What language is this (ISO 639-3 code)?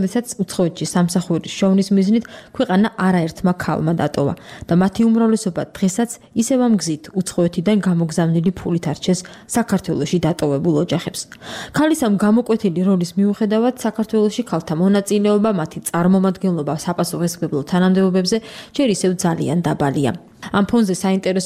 kat